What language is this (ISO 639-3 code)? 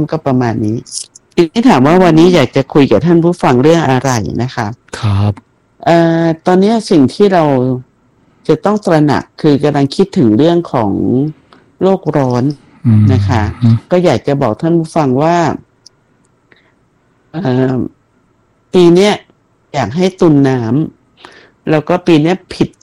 tha